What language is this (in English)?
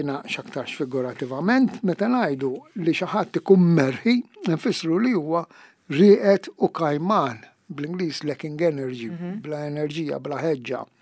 Maltese